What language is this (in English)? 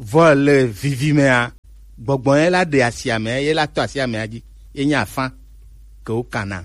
Gen